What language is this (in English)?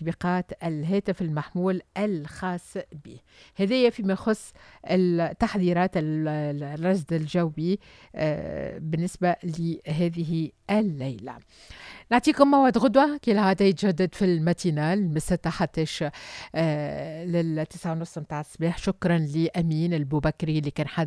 Tunisian Arabic